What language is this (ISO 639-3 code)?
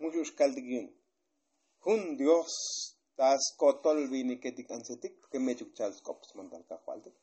tzo